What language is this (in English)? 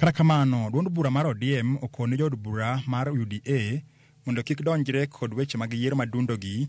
Luo (Kenya and Tanzania)